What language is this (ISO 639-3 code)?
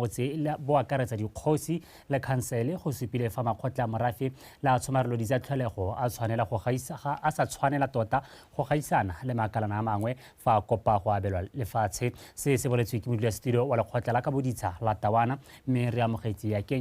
tsn